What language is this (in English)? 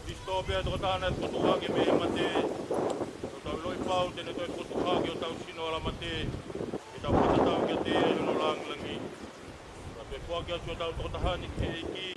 Tongan